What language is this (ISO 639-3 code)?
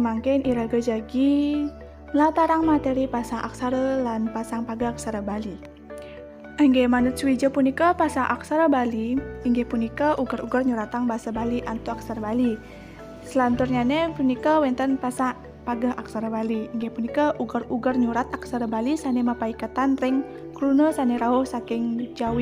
ban